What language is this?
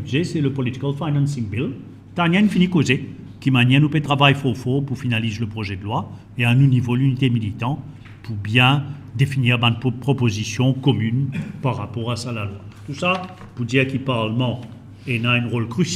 Morisyen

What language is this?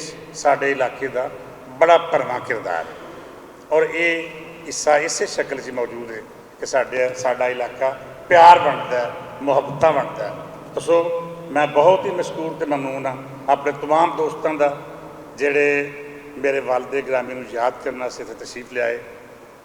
Western Panjabi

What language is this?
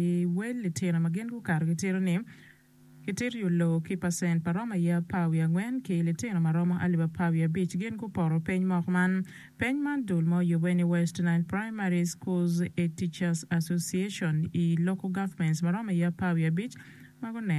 Acoli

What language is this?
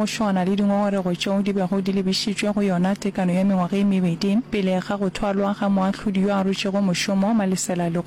Northern Sotho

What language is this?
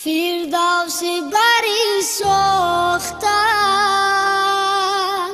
Tajik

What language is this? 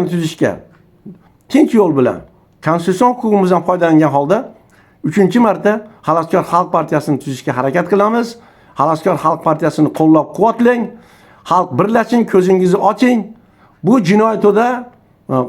Uzbek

